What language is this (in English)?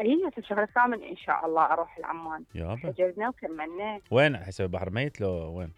Mesopotamian Arabic